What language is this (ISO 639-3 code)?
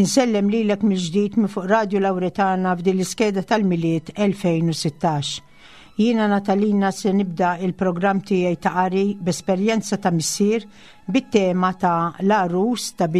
mlt